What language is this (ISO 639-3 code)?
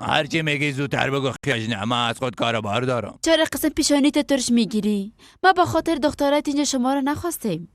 fas